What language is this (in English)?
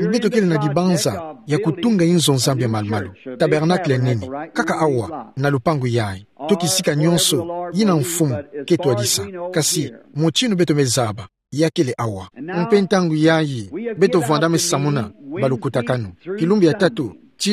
Kituba (Democratic Republic of Congo)